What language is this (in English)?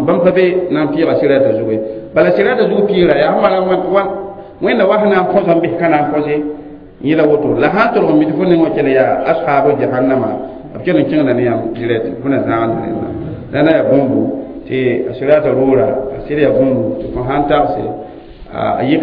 Mossi